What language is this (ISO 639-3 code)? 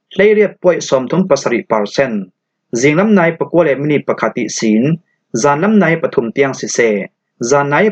cfm